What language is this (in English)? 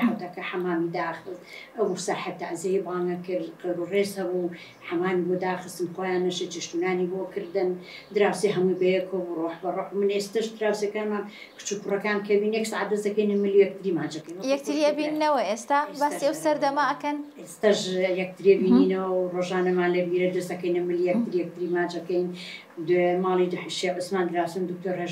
Central Kurdish